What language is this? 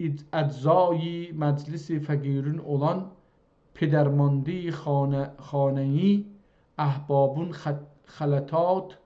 South Azerbaijani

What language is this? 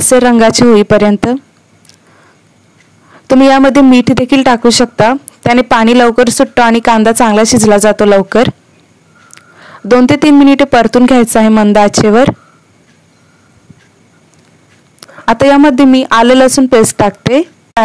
Marathi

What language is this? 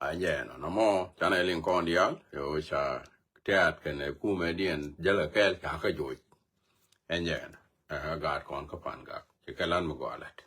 Nuer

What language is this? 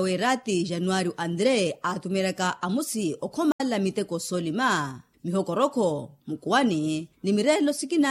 Makhuwa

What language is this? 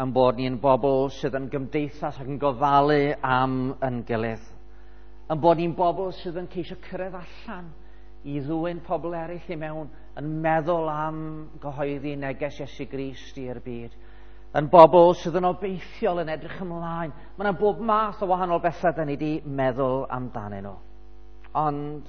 Welsh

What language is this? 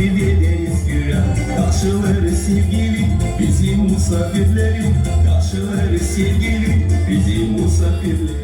Gagauz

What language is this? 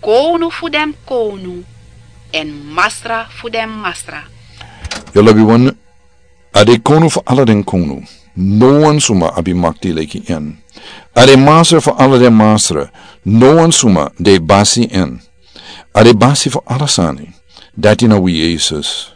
Sranan Tongo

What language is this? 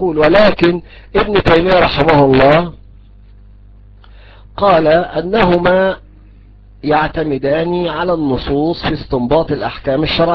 Arabic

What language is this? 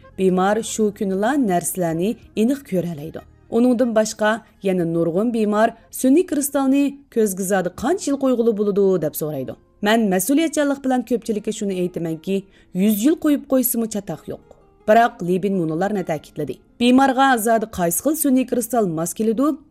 Uyghur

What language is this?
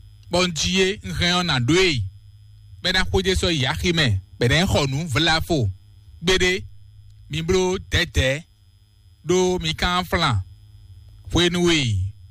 Fon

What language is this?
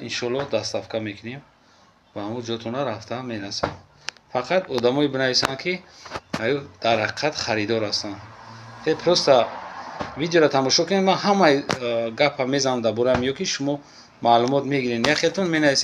Tajik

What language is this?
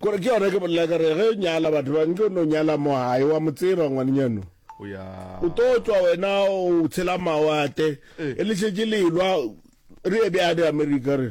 Northern Sotho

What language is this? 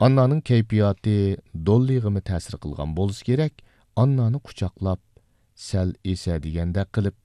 Uyghur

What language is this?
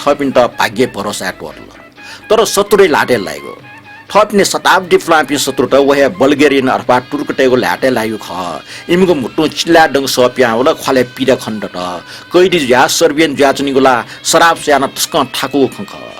Newari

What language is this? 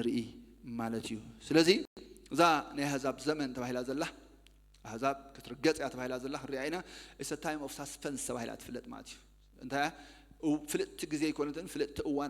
Tigrinya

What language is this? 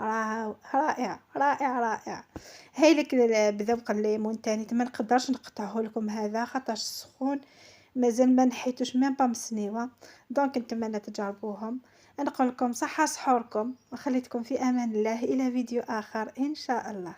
Algerian Arabic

